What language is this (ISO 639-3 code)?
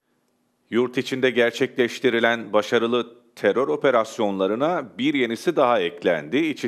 tur